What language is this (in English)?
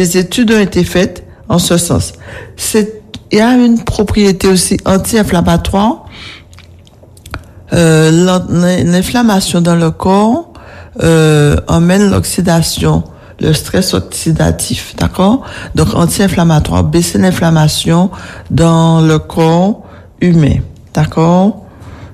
French